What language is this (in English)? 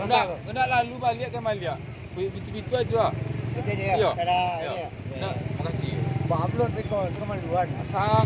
Minangkabau